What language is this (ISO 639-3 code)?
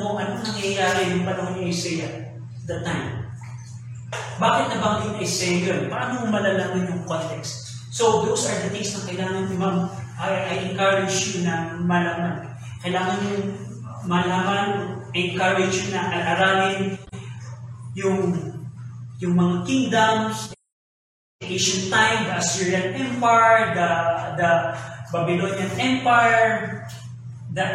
fil